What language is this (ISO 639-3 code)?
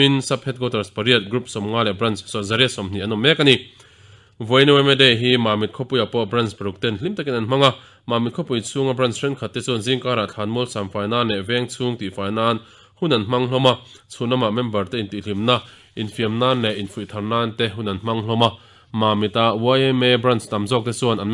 lus